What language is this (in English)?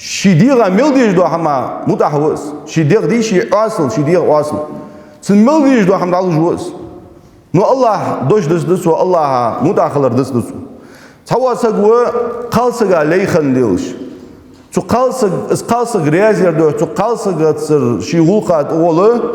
Ingush